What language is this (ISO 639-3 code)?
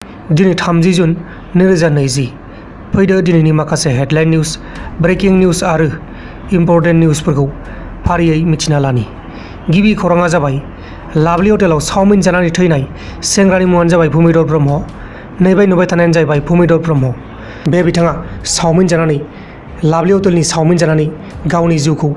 brx